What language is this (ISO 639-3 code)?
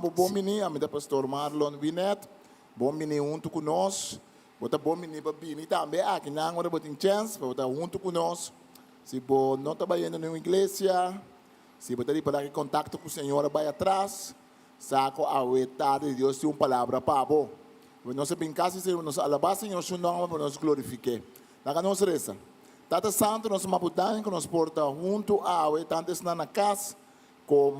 pap